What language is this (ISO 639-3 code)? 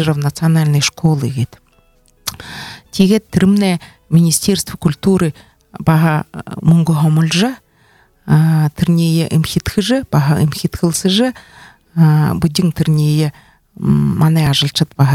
bua